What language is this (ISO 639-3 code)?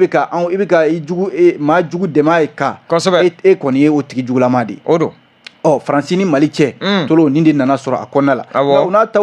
bam